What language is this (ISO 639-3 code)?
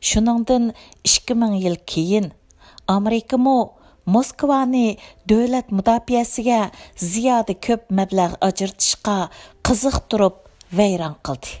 uig